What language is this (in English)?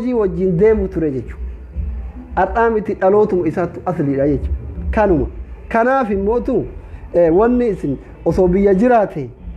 Oromo